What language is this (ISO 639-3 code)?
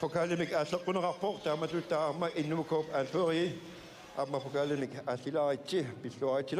kal